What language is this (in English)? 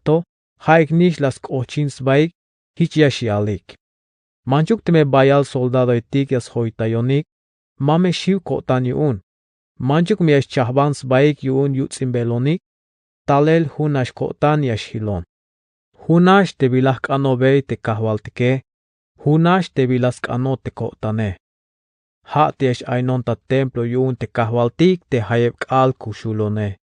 Tzeltal